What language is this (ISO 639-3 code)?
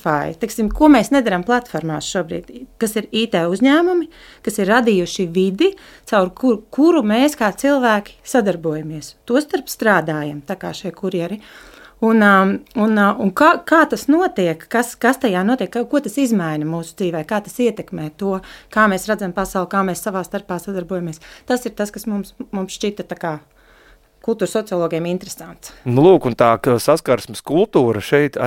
lav